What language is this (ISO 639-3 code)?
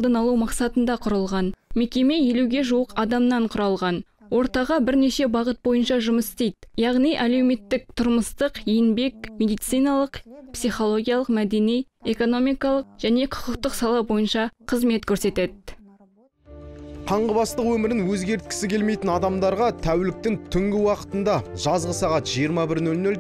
kaz